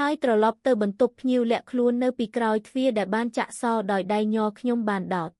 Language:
Khmer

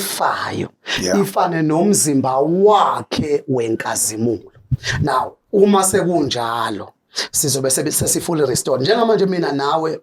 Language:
Zulu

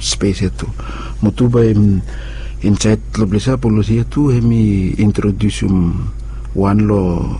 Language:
Bislama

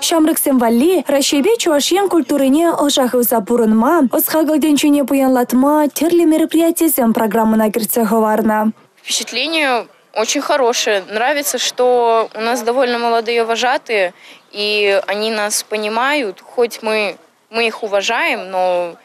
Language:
Chuvash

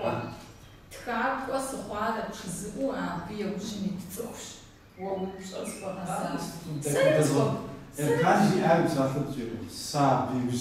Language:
Kabardian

